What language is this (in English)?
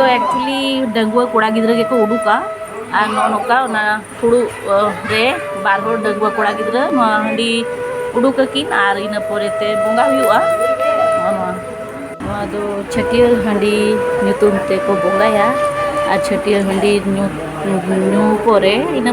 Santali